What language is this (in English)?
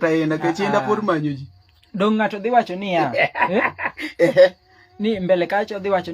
Luo (Kenya and Tanzania)